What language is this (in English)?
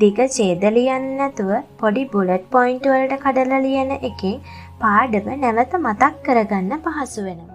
Sinhala